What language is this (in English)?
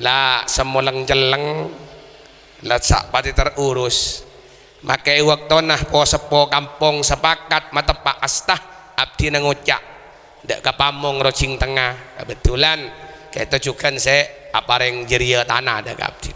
Madurese